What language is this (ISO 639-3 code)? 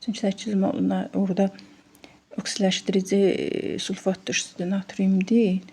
aze